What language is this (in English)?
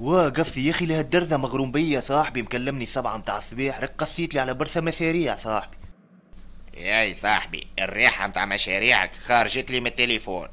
Tunisian Arabic